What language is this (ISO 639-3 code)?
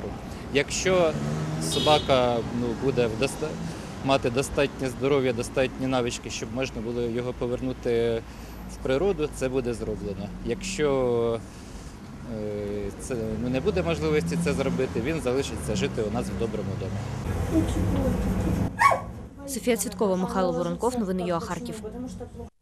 ukr